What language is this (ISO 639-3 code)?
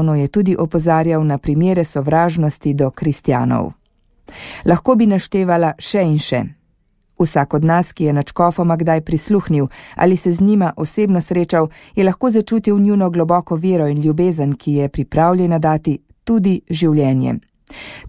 slv